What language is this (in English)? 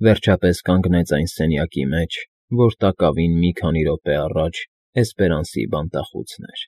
Armenian